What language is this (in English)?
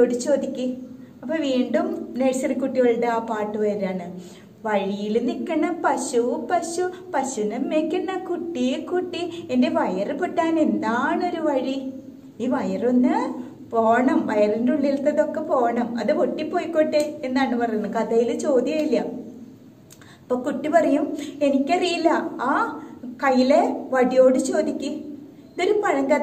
Malayalam